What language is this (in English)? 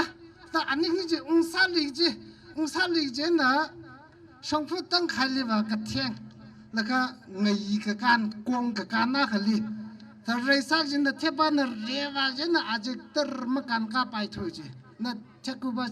Tangkhul Naga (India)